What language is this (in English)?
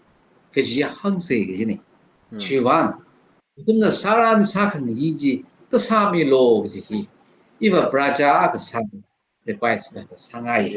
Tangkhul Naga (India)